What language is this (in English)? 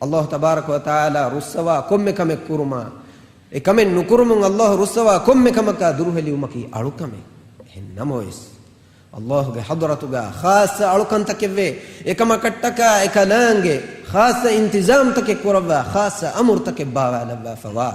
Divehi